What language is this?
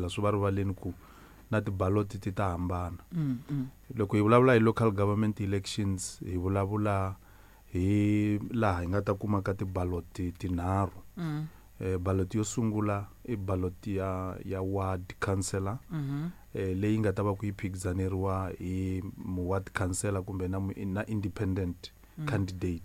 Tsonga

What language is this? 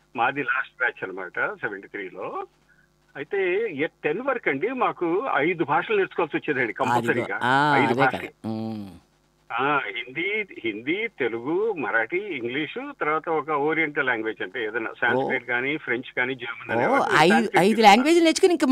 Telugu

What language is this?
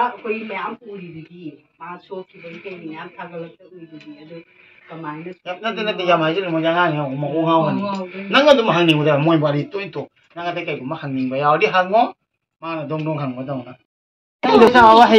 Manipuri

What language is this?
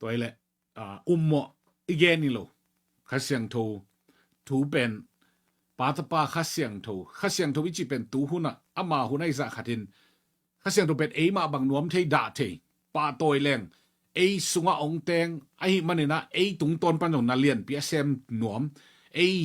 Tedim Chin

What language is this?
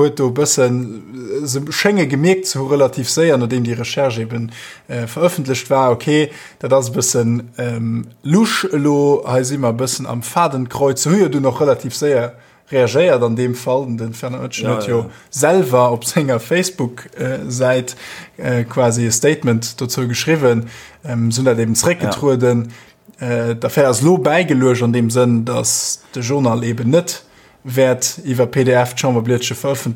Luxembourgish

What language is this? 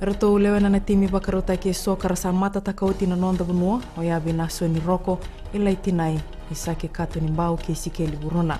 Fijian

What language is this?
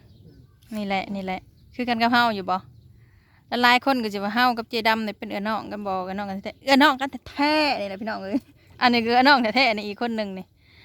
Northeastern Thai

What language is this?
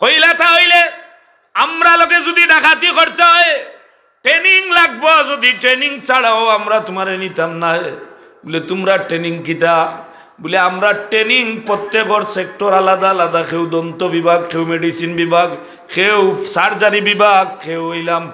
Sylheti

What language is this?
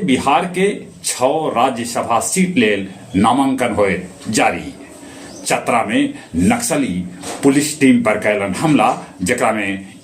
Magahi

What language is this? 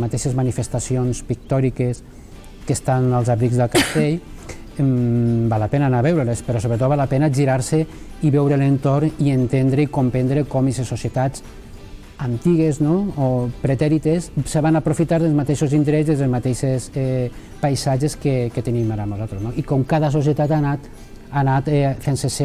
Catalan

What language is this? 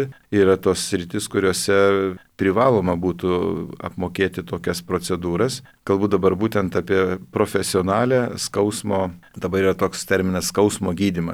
Lithuanian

